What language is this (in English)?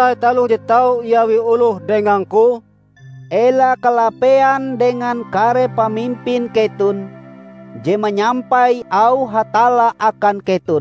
Ngaju